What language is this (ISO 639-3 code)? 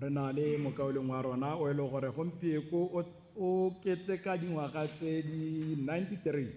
tsn